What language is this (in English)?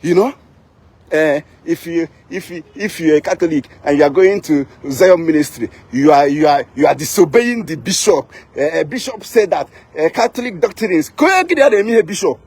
Igbo